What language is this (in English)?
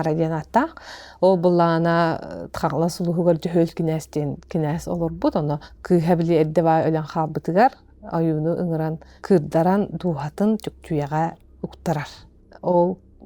Yakut